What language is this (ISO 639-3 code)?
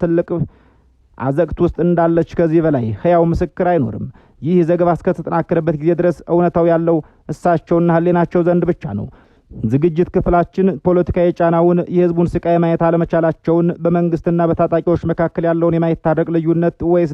amh